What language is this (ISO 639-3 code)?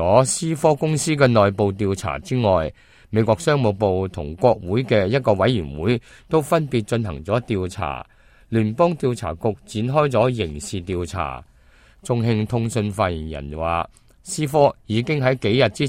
yue